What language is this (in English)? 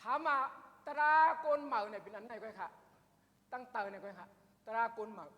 Shan